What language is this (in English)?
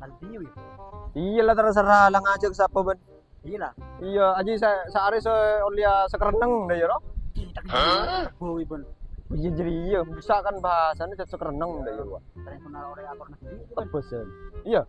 Madurese